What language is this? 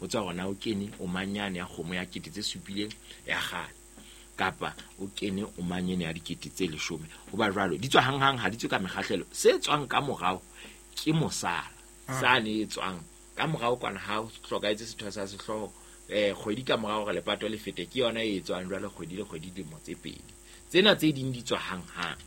Southern Sotho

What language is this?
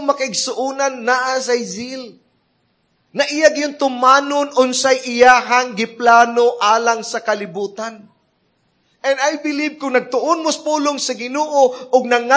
Cebuano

